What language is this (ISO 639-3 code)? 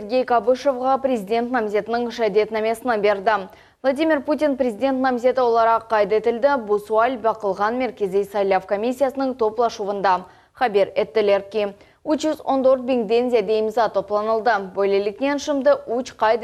crh